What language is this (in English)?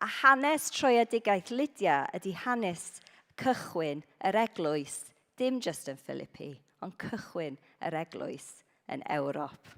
Welsh